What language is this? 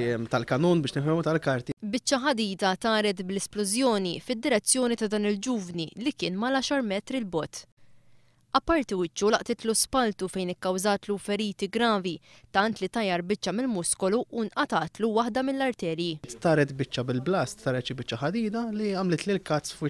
Maltese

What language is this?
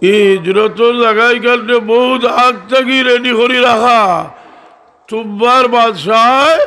Sylheti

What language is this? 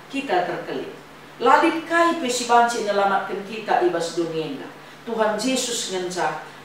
Batak Karo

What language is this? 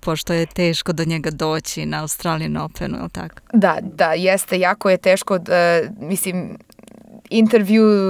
Serbian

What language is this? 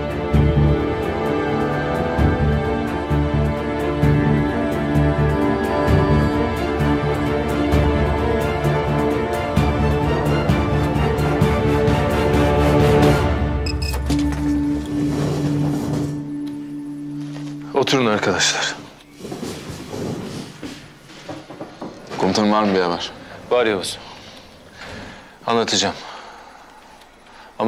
Turkish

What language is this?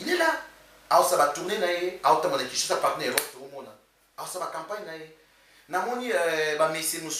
Lingala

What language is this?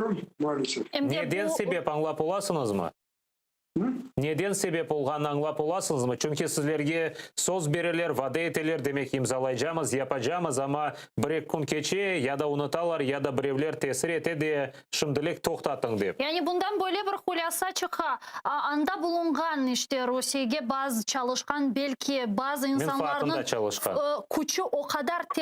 Crimean Tatar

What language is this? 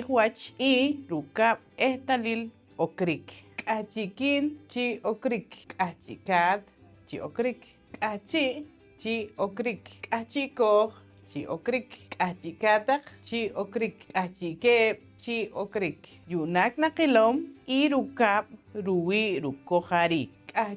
Poqomchi'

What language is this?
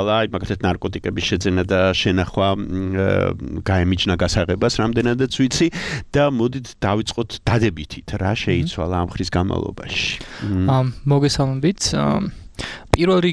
Georgian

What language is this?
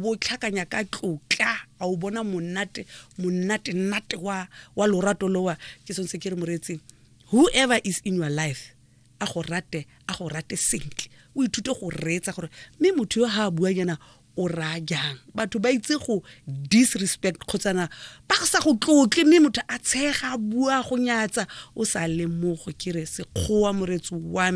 Tswana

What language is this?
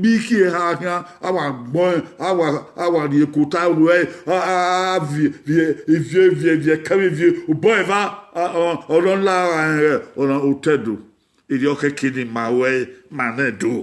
Bini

